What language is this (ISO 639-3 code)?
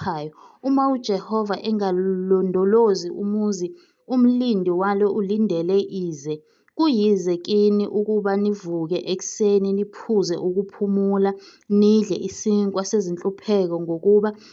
zul